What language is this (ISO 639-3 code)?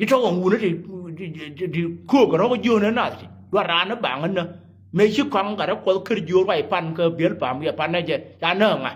nus